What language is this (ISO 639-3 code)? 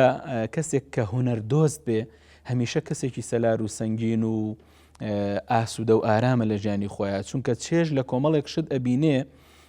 ckb